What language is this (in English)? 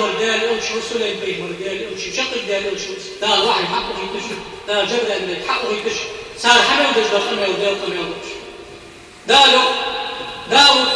Ingush